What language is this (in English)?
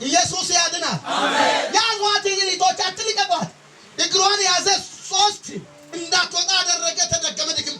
Amharic